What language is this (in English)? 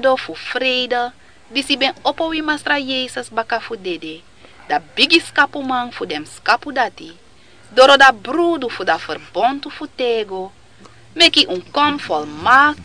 Sranan Tongo